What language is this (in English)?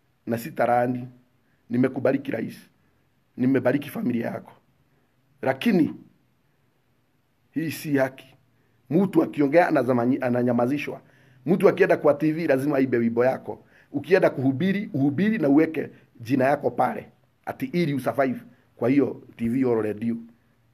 Swahili